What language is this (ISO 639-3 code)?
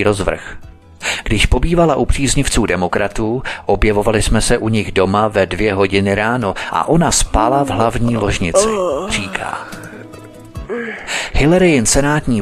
ces